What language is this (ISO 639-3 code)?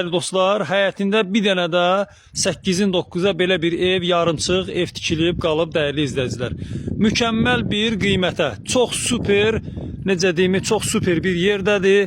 aze